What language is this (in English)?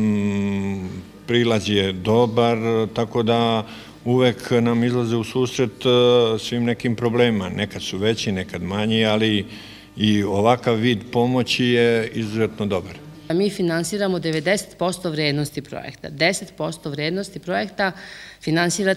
Serbian